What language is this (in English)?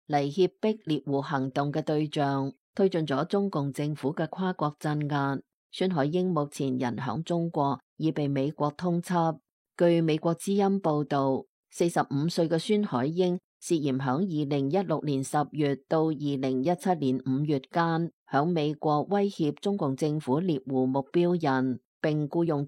Cantonese